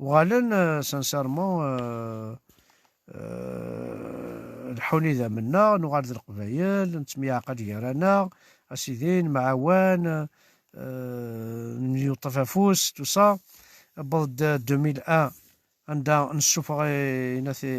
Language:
Kabyle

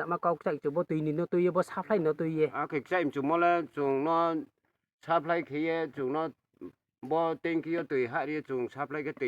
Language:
Riang (India)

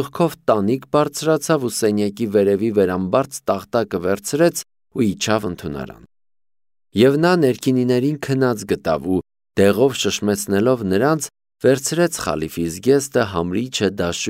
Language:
Armenian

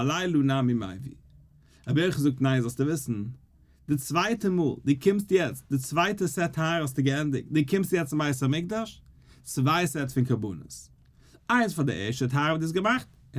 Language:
Yiddish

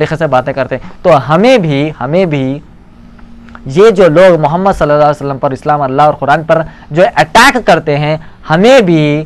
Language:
Urdu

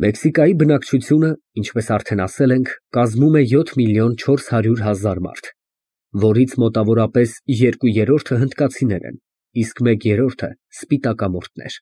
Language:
Armenian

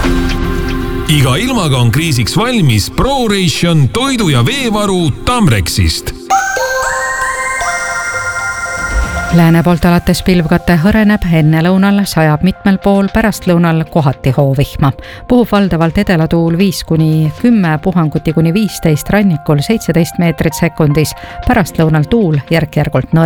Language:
Estonian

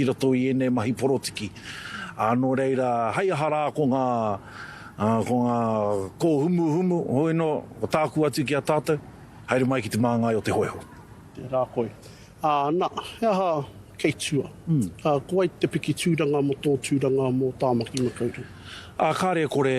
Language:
Māori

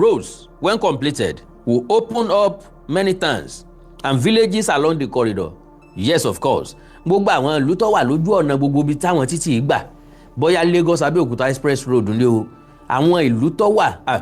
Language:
Yoruba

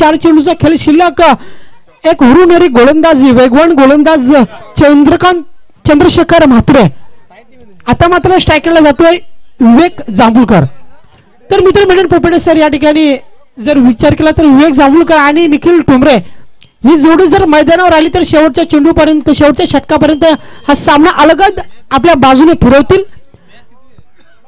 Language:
Marathi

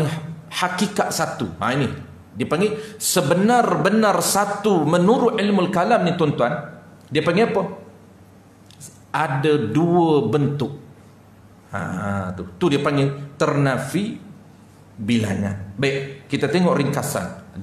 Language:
Malay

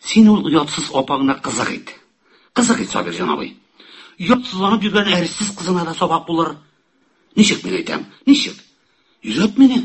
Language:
Tatar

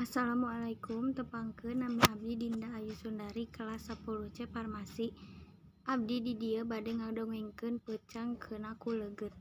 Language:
Sundanese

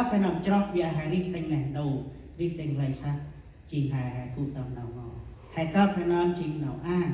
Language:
Central Mnong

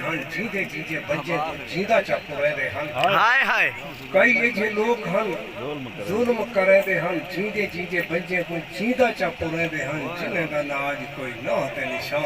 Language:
Saraiki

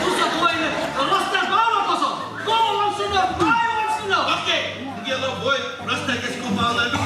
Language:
Konkani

